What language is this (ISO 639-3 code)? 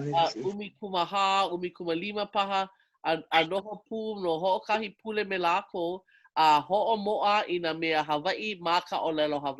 haw